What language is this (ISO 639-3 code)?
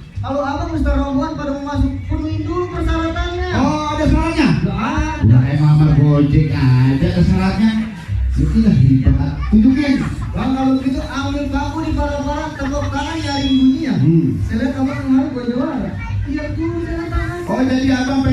bew